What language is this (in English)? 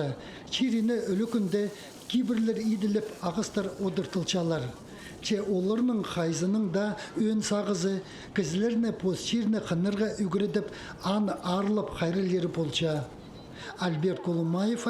Khakas